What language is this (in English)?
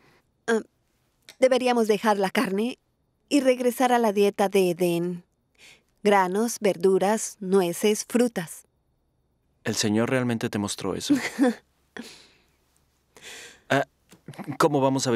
Spanish